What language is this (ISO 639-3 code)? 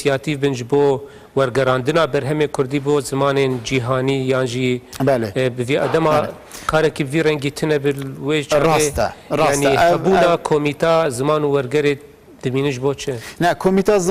kur